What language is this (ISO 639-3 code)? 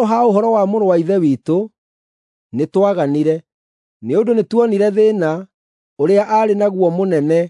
kik